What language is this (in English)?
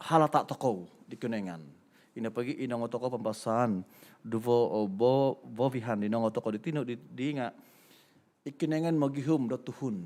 Central Dusun